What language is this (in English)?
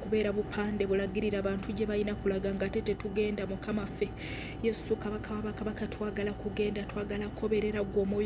Ganda